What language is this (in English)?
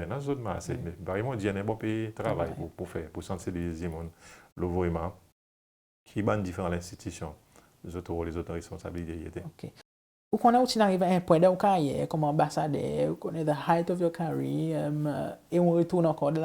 Seselwa Creole French